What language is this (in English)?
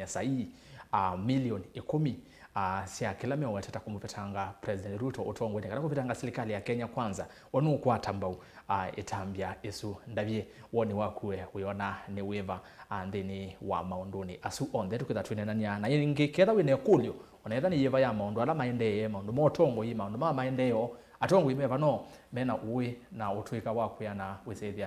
Kamba